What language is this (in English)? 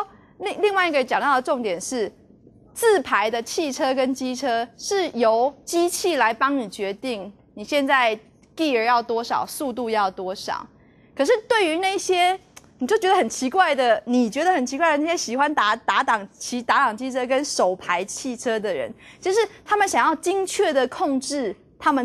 Chinese